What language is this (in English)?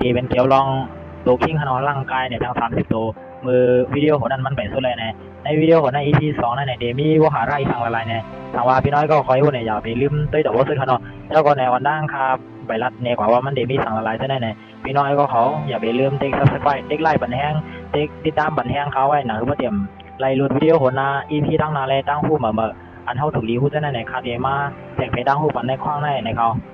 Shan